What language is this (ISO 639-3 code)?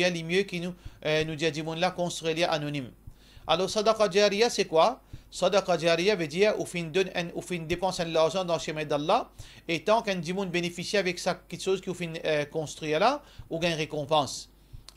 mfe